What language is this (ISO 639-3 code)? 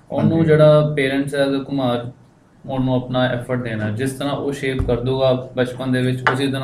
pan